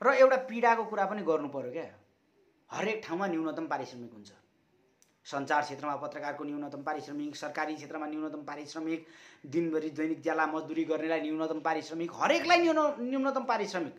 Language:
Nepali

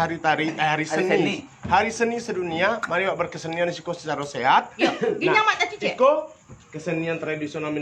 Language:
Minangkabau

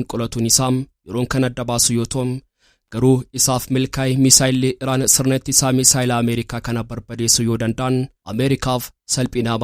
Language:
Oromo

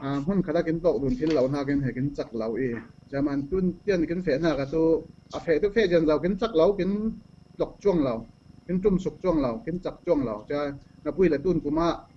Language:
Falam Chin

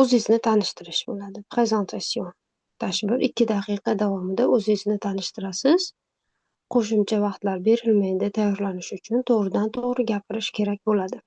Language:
Uzbek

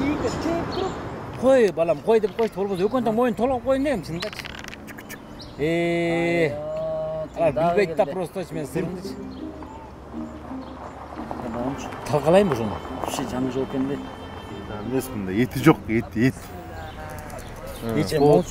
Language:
Kyrgyz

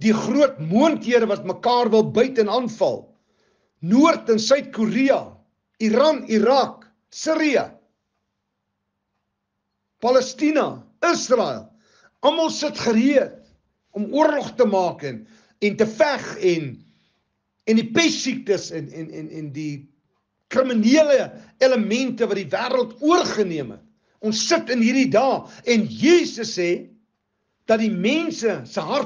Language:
Afrikaans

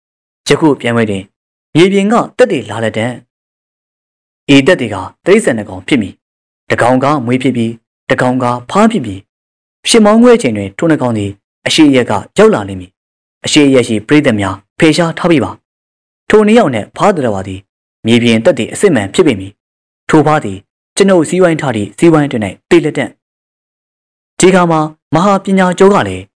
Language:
Burmese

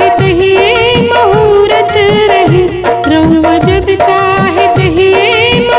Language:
Bhojpuri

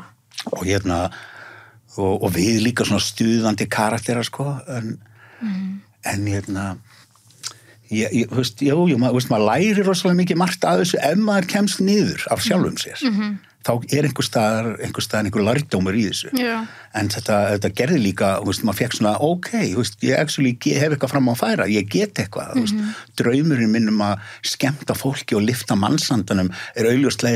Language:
Icelandic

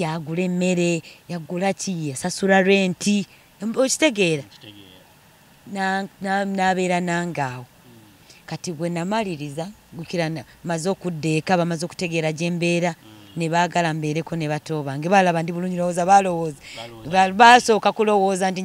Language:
Ganda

